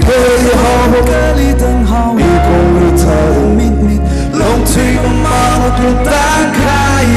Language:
Tangkhul Naga (India)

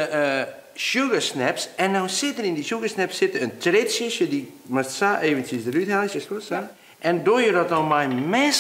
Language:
Western Frisian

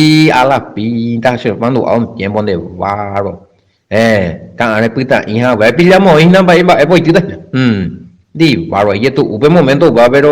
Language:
Guarani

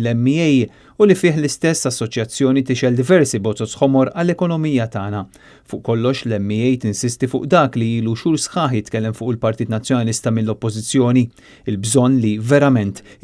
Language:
Maltese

